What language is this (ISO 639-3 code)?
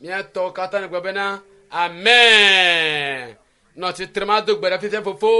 ewe